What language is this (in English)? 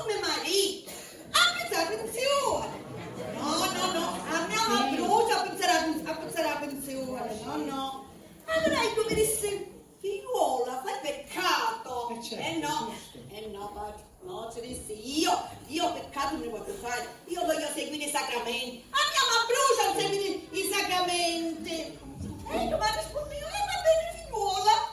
Sicilian